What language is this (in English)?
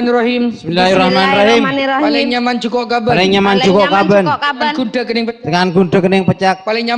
Madurese